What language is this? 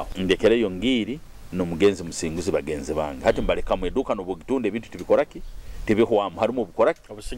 Nyoro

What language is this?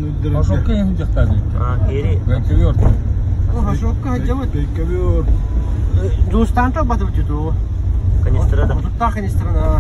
Yakut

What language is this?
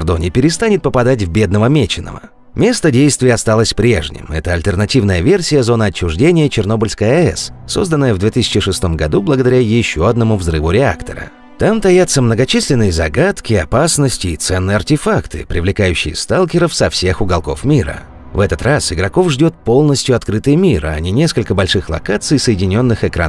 Russian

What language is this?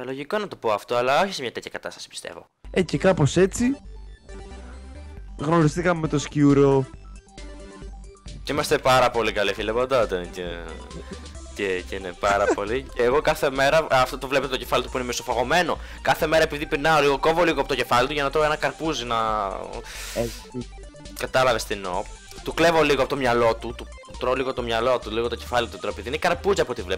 Greek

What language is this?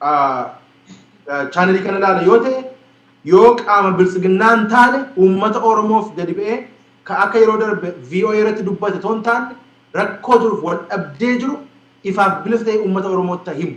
Oromo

